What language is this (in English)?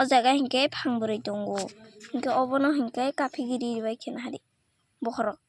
Kok Borok